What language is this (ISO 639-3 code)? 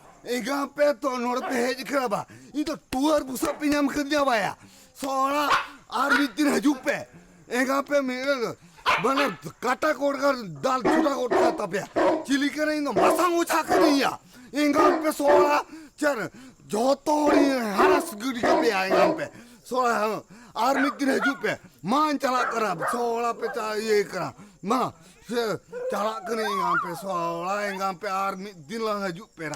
sat